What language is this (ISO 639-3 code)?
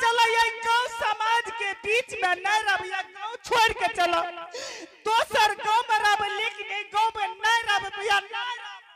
anp